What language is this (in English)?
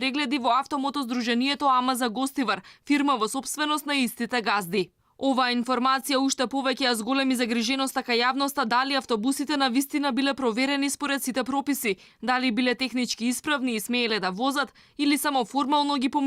Macedonian